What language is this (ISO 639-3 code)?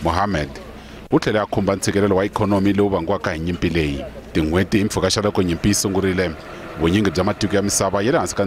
tso